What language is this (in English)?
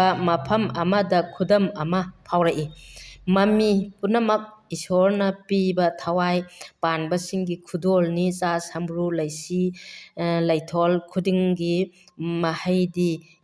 Manipuri